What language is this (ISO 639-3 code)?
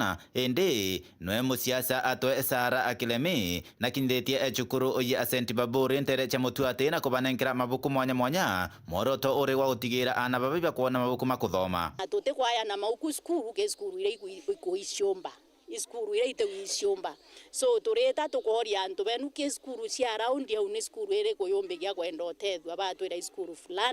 mer